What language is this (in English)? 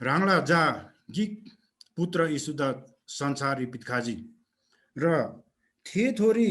Eastern Tamang